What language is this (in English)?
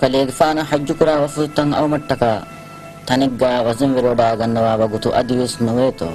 Divehi